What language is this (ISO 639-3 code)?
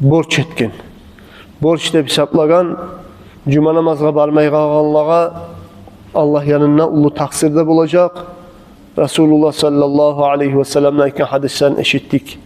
kum